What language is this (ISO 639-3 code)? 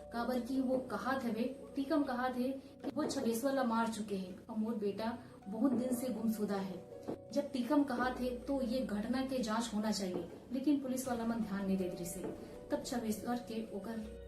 hne